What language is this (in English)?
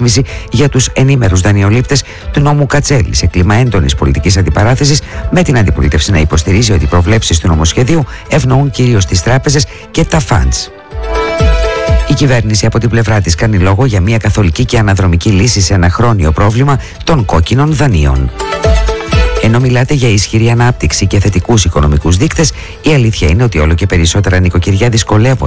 Greek